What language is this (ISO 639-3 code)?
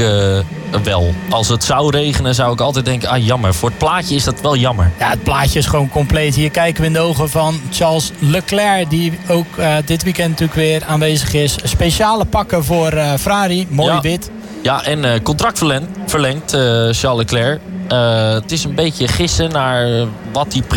nld